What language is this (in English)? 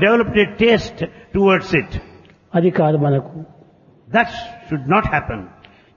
Telugu